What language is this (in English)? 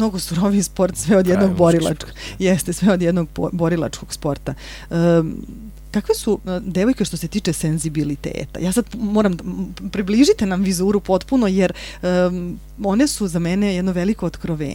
Serbian